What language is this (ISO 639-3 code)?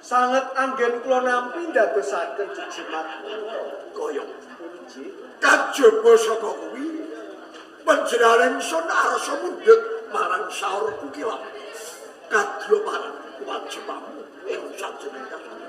jav